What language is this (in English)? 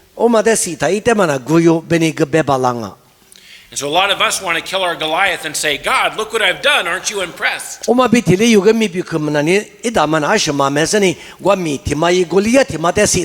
Lisu